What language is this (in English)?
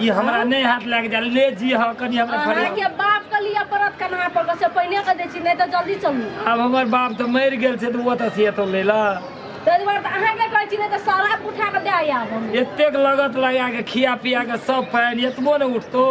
Maithili